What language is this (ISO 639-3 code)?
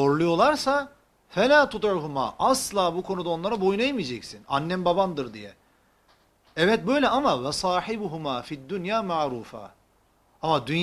tur